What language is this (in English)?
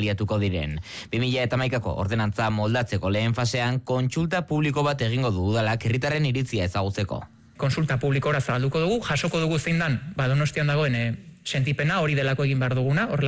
Basque